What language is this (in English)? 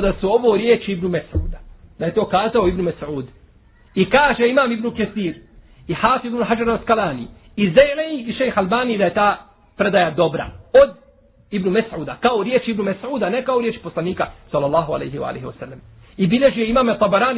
Bosnian